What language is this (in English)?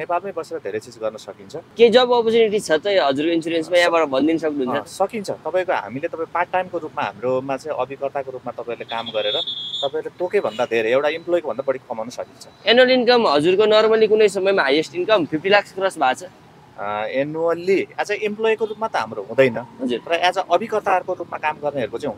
Nepali